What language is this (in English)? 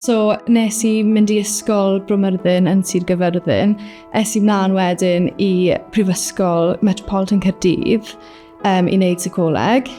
Welsh